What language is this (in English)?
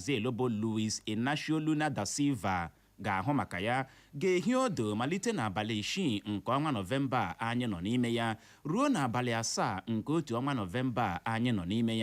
Igbo